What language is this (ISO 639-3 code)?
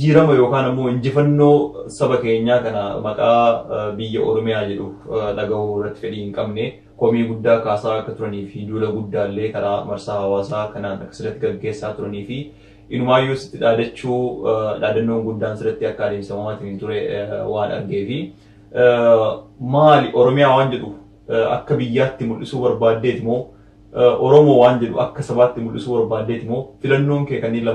orm